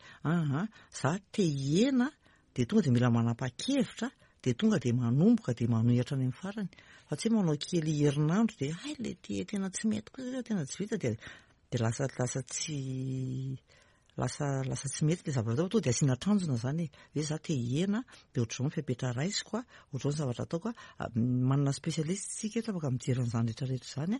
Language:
Malagasy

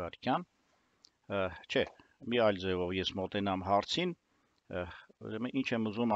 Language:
Armenian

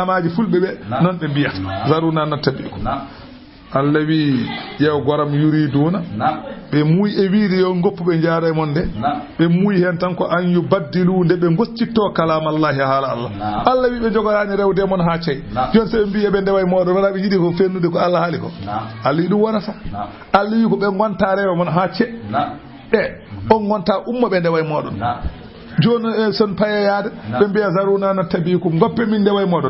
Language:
Fula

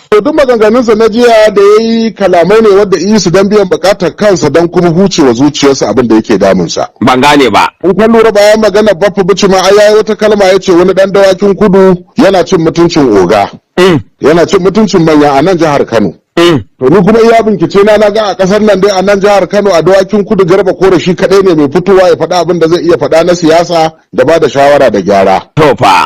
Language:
Hausa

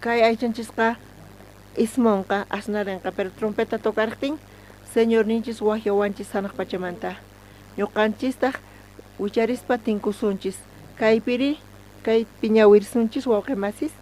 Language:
South Bolivian Quechua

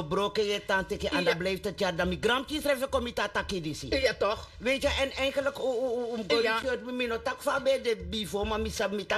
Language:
Sranan Tongo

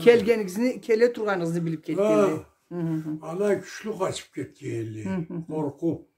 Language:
Karachay-Balkar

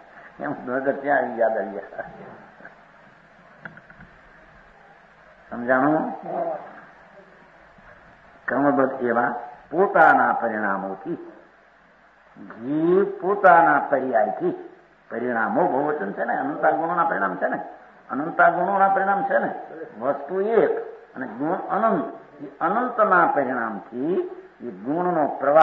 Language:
Gujarati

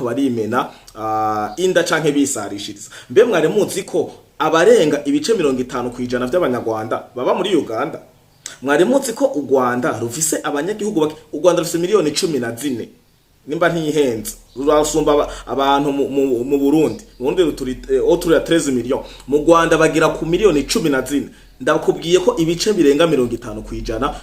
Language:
Rundi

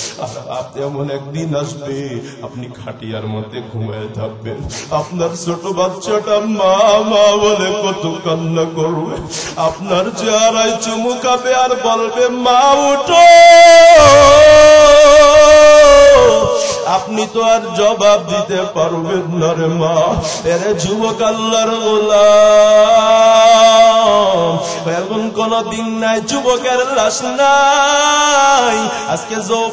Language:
Bangla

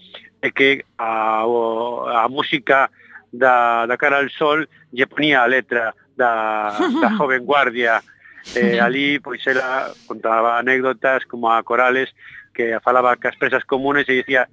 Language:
Galician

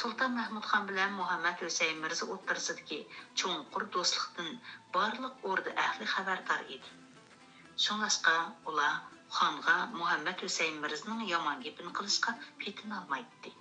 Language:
Uyghur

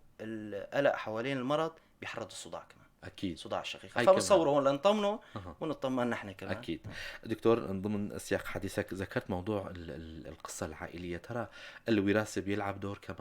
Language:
North Levantine Arabic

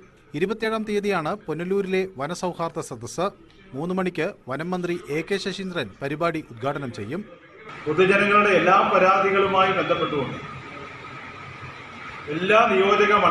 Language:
Malayalam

